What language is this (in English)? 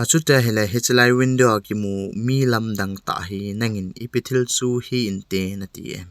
Thado Chin